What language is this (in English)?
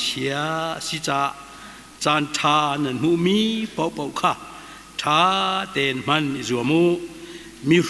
Hakha Chin